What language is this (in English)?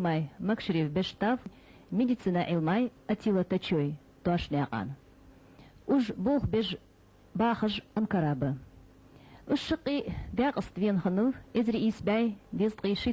Ingush